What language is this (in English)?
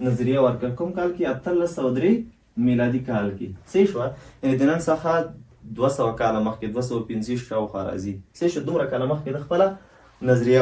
Pashto